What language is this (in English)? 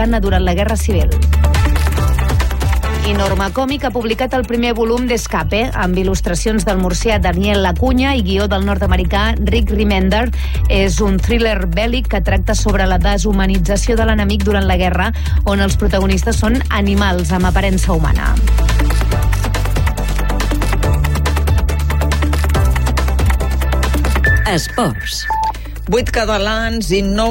Catalan